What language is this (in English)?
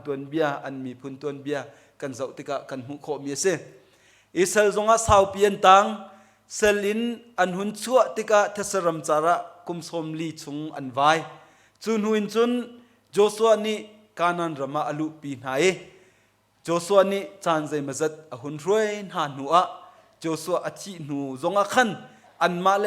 Hakha Chin